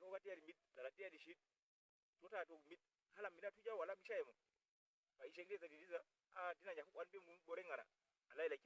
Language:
Uduk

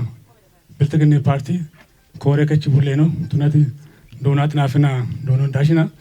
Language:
Kafa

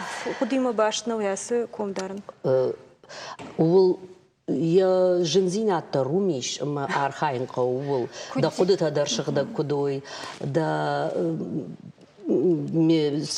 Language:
Ossetic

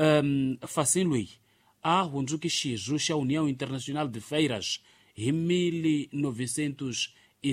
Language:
Tsonga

